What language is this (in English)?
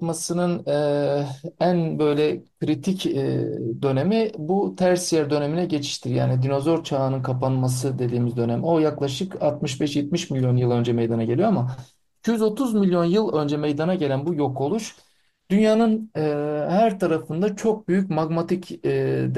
Turkish